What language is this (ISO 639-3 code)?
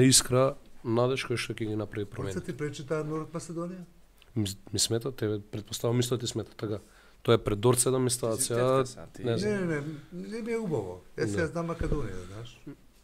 mkd